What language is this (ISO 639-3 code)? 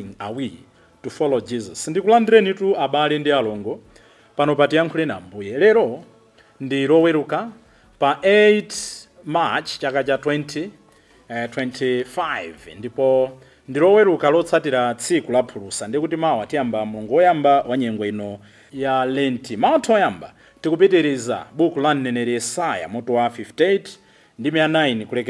nya